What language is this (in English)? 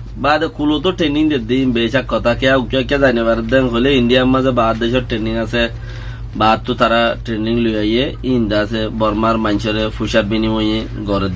Rohingya